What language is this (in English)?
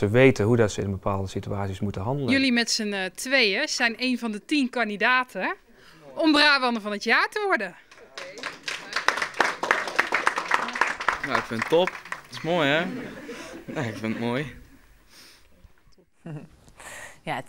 Dutch